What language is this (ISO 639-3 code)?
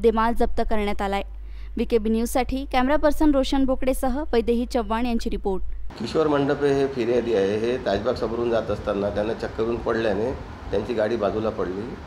mar